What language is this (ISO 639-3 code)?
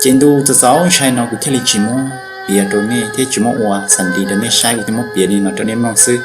hmn